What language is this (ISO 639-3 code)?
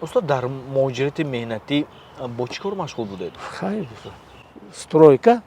tgk